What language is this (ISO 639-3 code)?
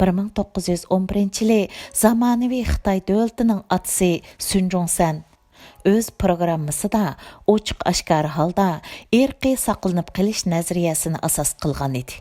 uig